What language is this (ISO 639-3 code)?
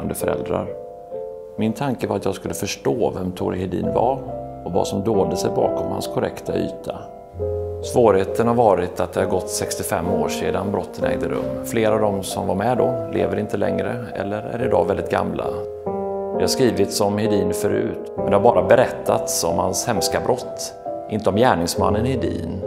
swe